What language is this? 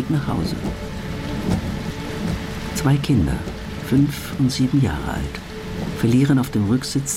German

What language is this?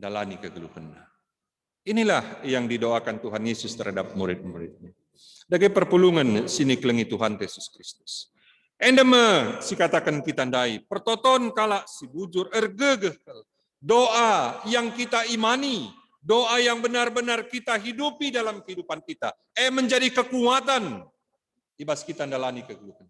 Batak Karo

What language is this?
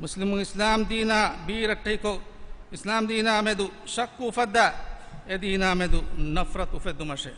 Divehi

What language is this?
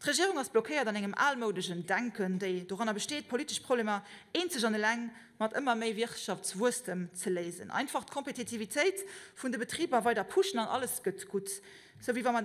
Luxembourgish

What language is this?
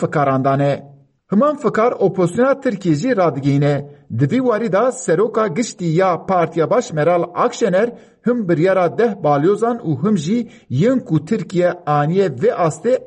Kurdish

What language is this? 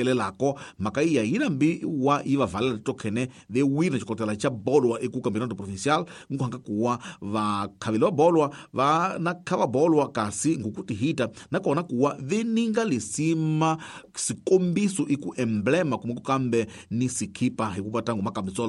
Tsonga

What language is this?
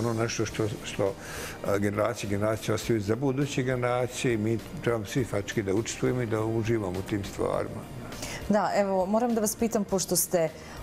Bosnian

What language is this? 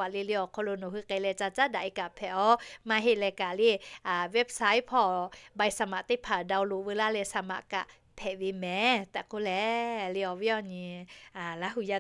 Lahu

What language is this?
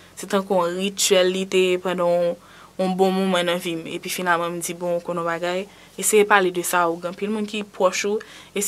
Haitian Creole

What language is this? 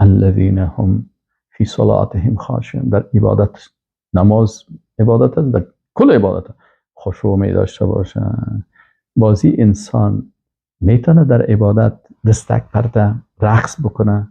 Persian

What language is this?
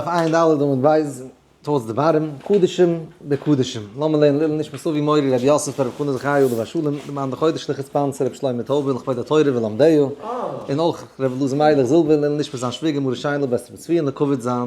Yiddish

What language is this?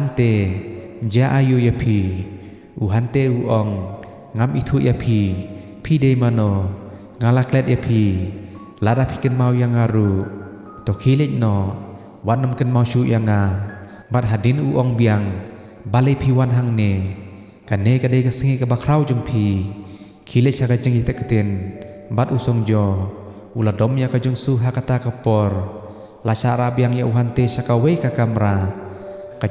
Khasi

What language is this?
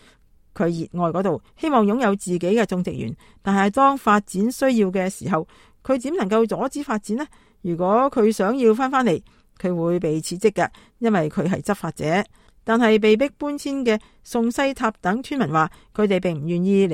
Cantonese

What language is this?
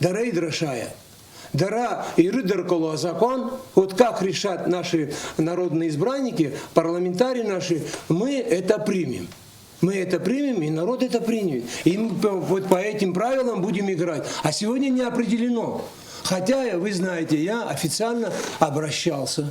Abkhazian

